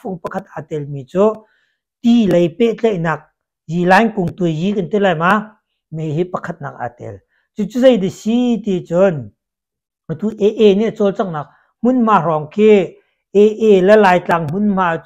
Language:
Hakha Chin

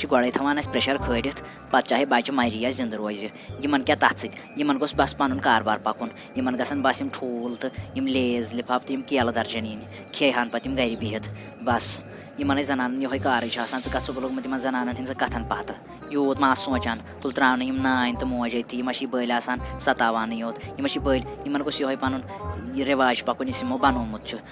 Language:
Kashmiri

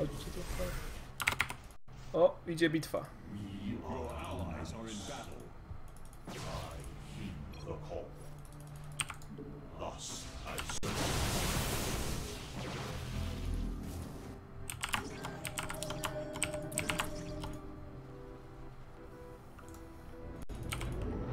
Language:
Polish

